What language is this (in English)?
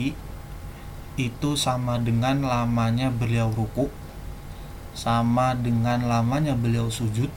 Indonesian